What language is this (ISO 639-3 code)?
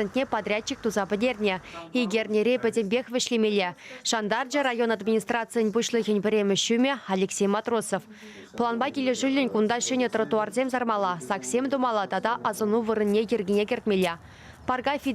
chv